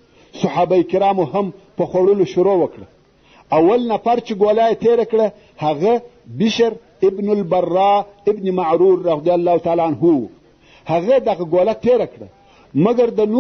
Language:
Pashto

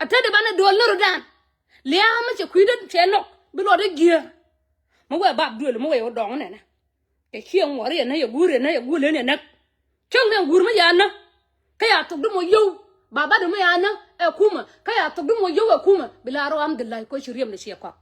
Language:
Nuer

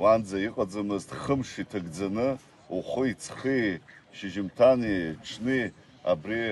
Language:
Abkhazian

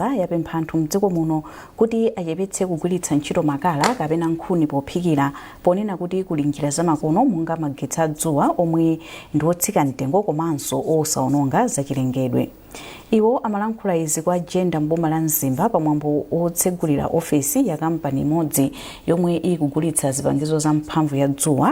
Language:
Nyanja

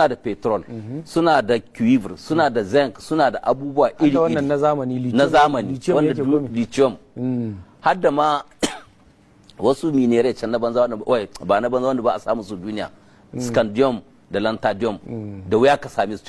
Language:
Hausa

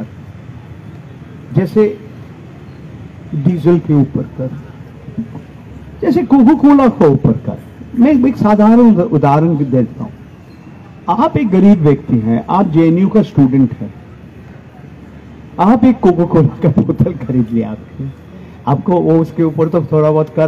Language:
Hindi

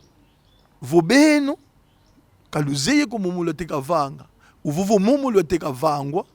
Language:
Kongo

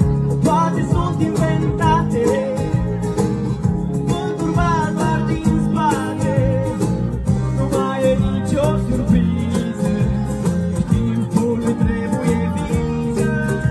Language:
Romanian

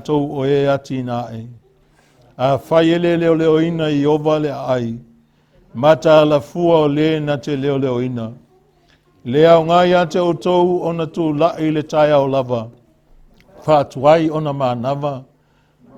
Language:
Samoan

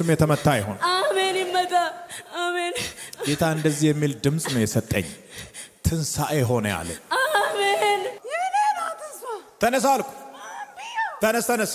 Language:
Amharic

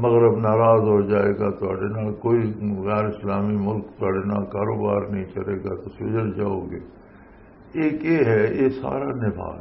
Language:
Western Panjabi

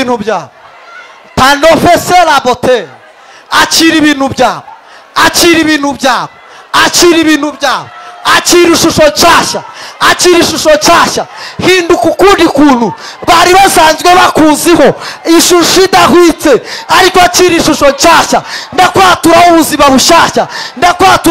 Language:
Kinyarwanda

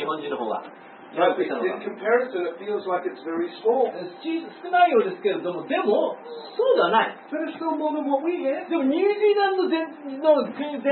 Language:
Japanese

